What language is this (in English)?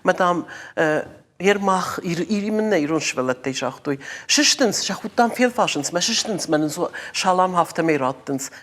Ossetic